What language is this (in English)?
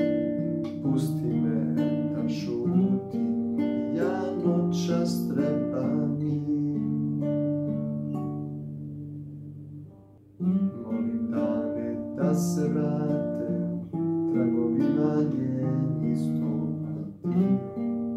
Croatian